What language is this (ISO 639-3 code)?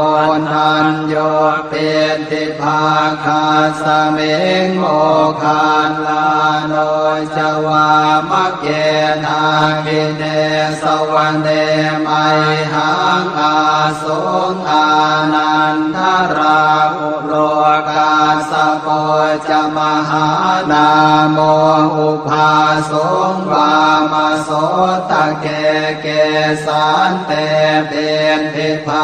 pli